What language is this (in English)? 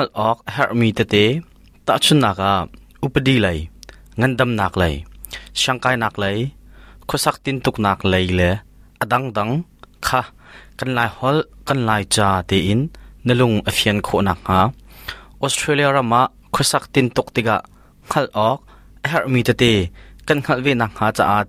Hakha Chin